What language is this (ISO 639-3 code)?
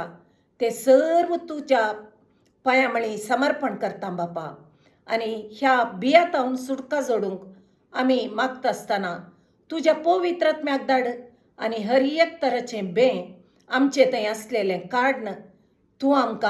kok